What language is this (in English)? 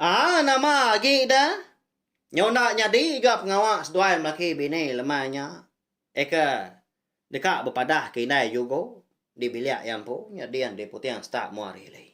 Iban